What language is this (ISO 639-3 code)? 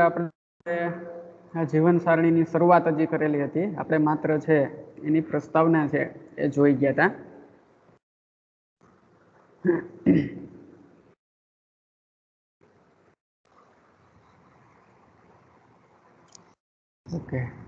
guj